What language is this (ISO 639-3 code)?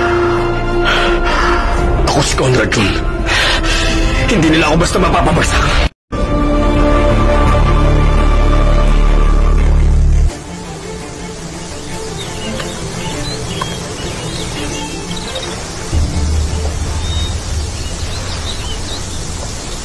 fil